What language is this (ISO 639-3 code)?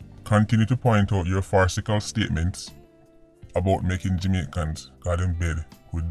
jam